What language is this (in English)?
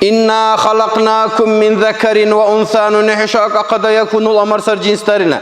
Dargwa